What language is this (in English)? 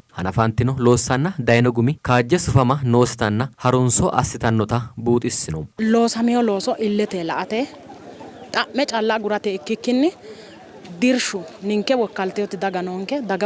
Sidamo